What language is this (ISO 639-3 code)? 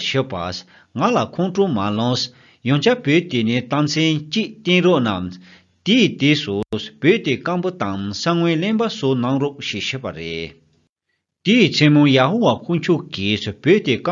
bod